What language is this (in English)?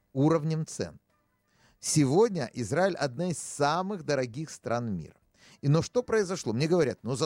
Russian